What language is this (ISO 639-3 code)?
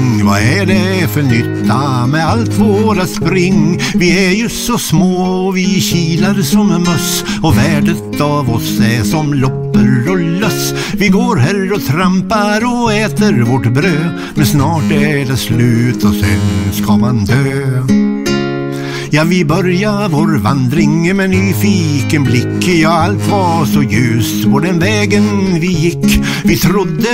swe